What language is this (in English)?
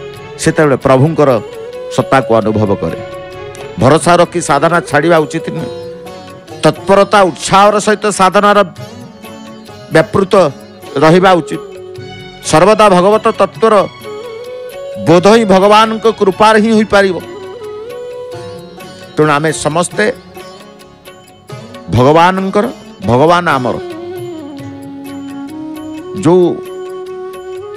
Odia